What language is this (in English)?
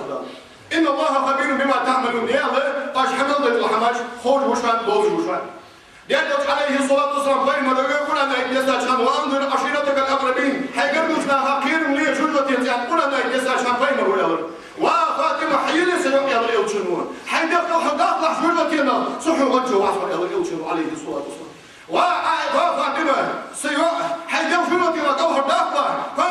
Ingush